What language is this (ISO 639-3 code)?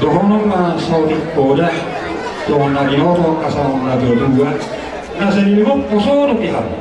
bbc